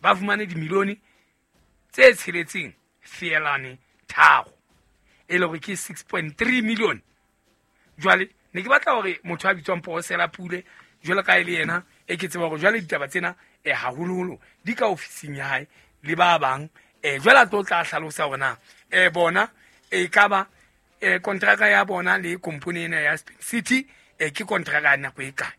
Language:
Southern Sotho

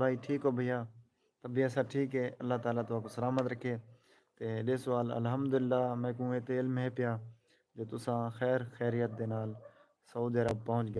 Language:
Saraiki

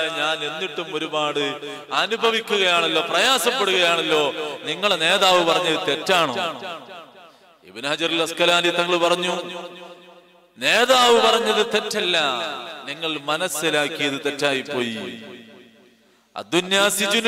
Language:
Malayalam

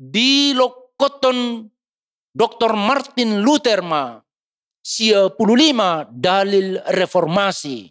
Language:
Batak Toba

